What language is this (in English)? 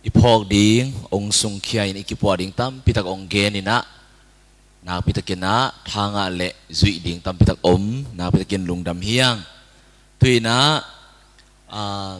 Tedim Chin